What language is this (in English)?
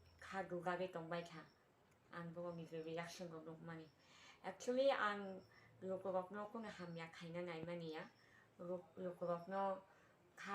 Kok Borok